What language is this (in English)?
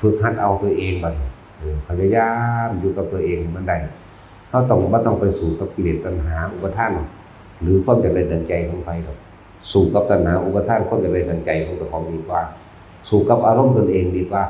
Northeastern Thai